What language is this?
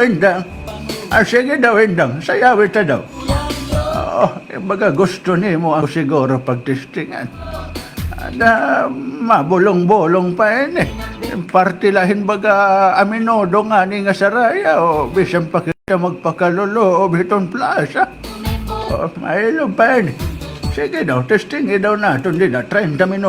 Waray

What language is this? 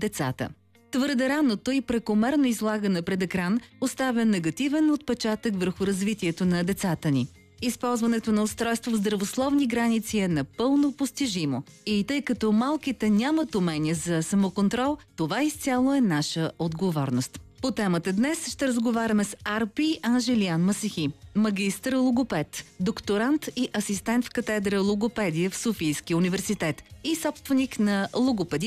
Bulgarian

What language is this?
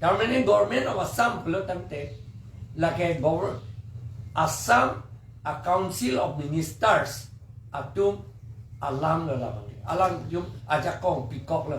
Karbi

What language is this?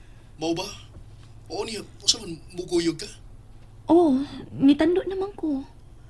Cebuano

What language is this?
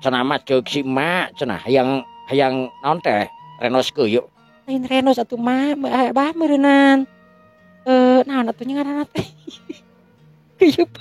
Sundanese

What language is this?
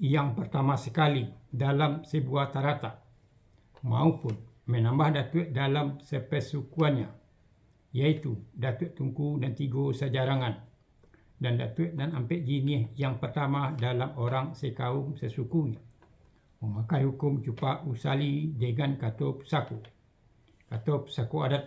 Minangkabau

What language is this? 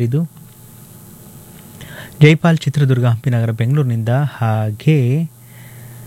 Kannada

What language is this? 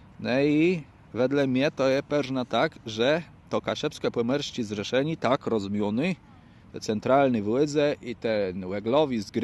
Kashubian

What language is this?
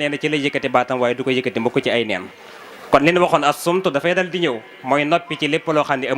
Wolof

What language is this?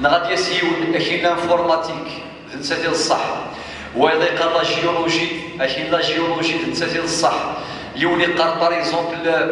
Kabyle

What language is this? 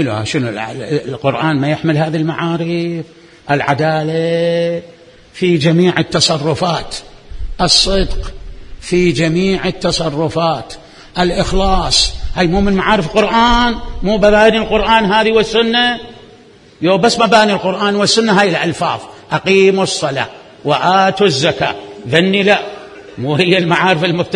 Mesopotamian Arabic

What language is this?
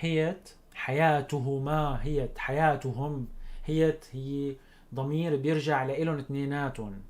North Levantine Arabic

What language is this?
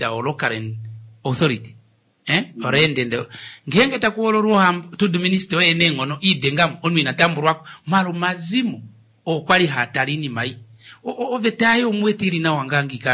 Kuanyama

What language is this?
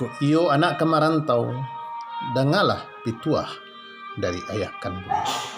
Minangkabau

